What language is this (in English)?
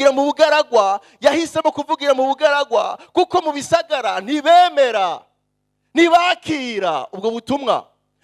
Rundi